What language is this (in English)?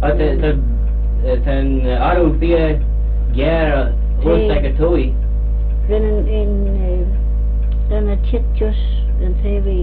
Manx